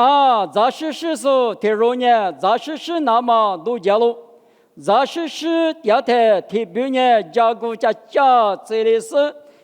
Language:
Lisu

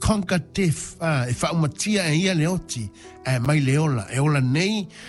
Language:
Samoan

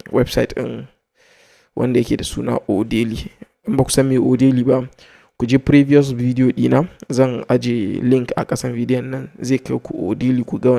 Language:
Hausa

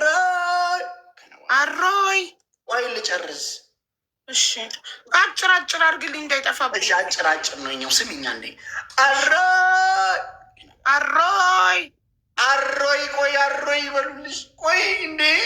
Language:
Amharic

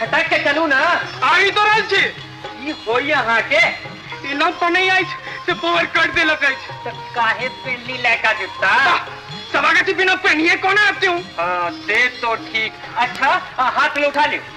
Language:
Maithili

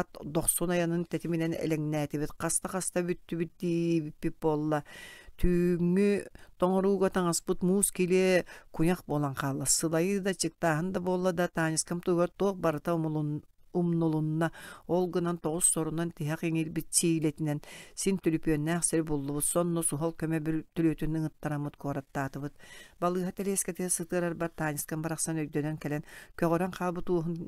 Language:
Yakut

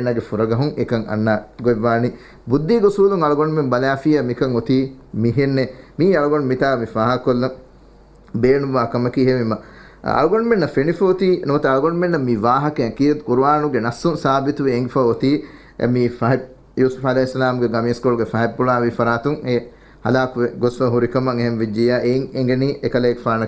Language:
Divehi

